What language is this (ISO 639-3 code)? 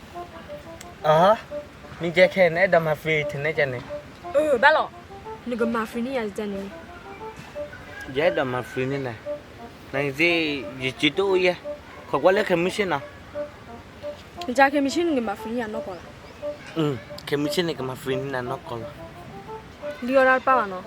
ksw